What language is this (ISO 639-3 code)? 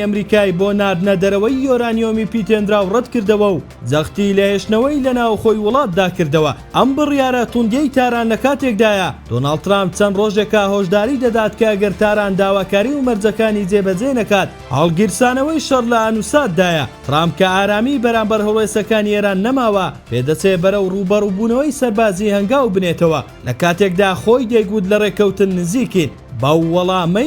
ckb